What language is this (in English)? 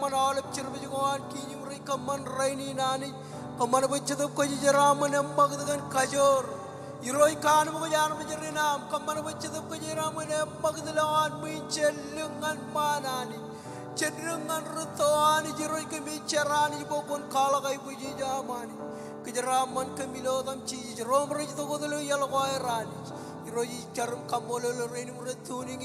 Marshallese